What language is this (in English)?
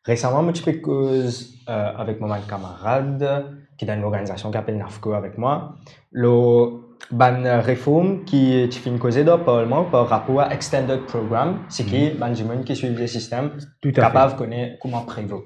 Morisyen